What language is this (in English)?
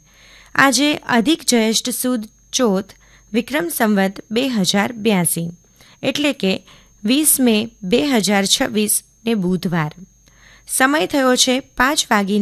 Gujarati